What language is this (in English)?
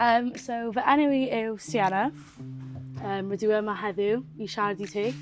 Welsh